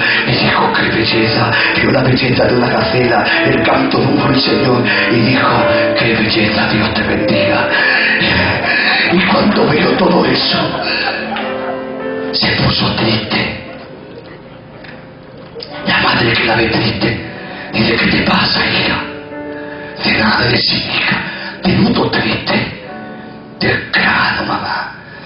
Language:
Spanish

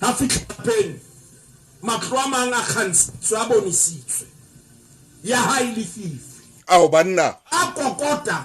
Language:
Southern Sotho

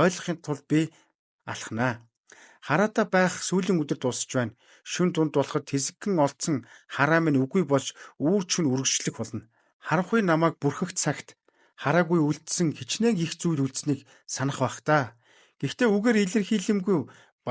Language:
Mongolian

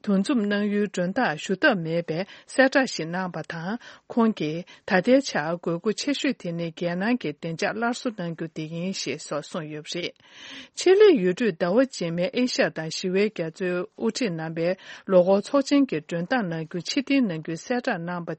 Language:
Tibetan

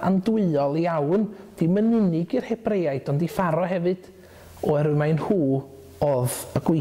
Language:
Welsh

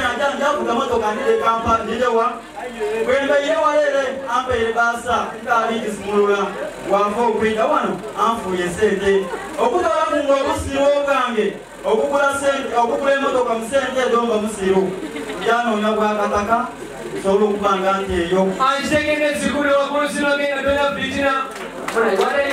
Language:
Soga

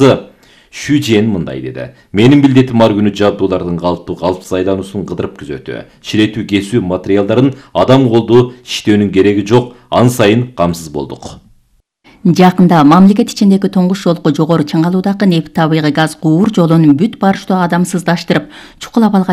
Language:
Kyrgyz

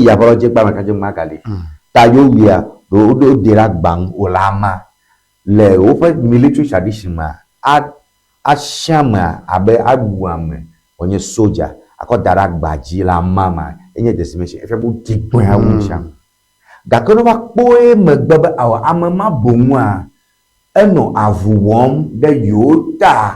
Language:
Ewe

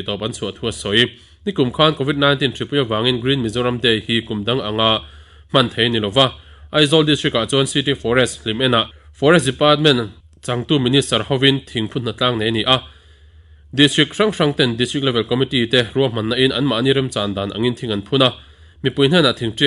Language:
Mizo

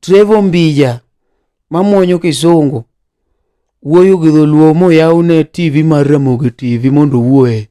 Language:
Luo (Kenya and Tanzania)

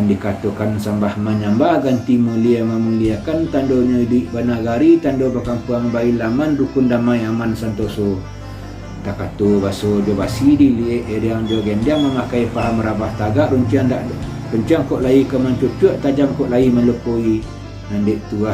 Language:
Minangkabau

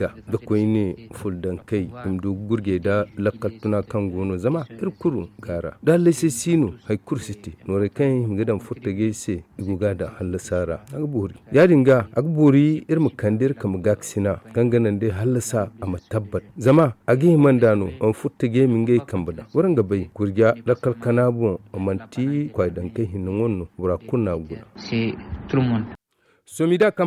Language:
Zarma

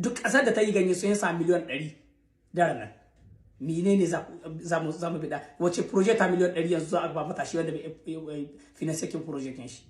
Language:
Hausa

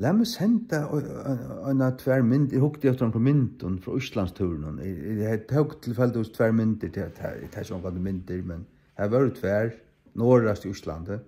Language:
Faroese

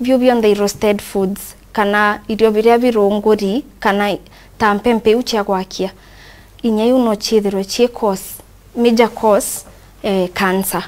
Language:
Meru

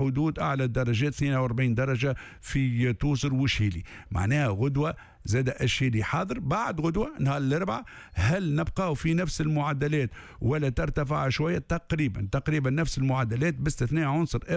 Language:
Tunisian Arabic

